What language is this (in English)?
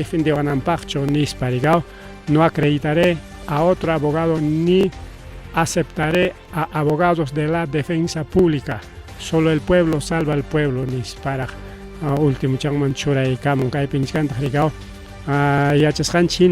Ayacucho Quechua